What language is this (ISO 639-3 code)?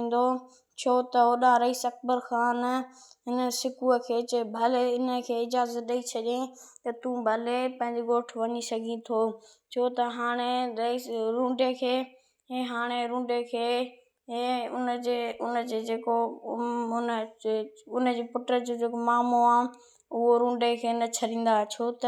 snd